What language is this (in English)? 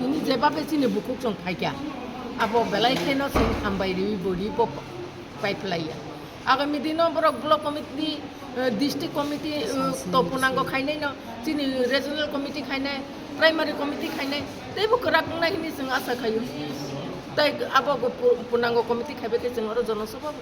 Kok Borok